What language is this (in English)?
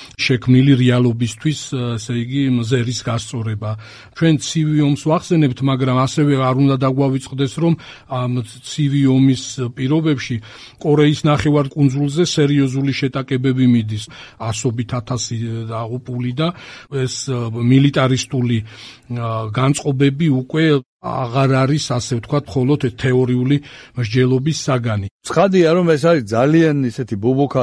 Georgian